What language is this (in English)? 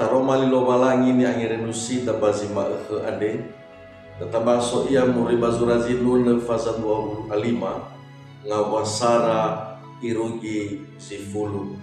Nias